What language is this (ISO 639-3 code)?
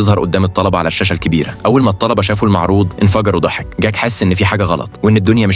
arz